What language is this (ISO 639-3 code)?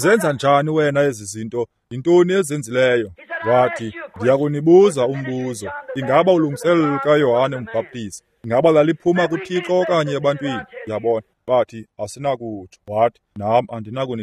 xho